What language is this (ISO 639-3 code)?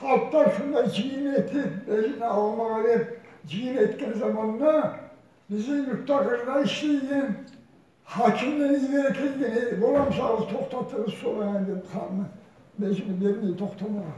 kum